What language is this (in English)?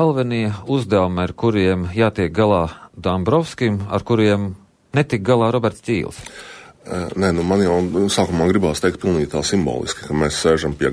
Latvian